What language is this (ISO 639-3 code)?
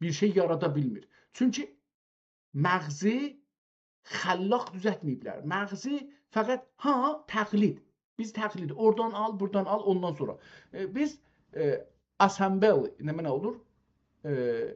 azb